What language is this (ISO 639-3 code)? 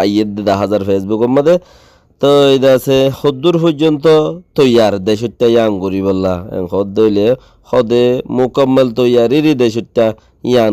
rhg